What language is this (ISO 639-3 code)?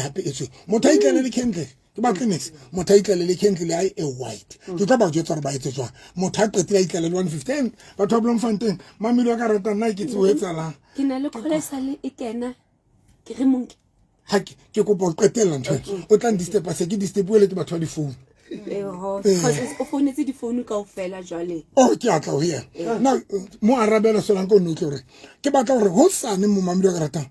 sot